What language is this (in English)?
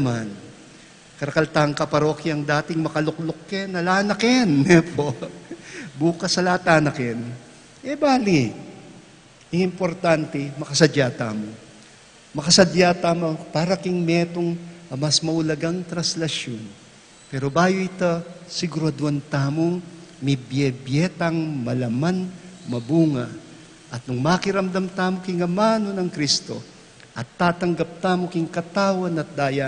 Pampanga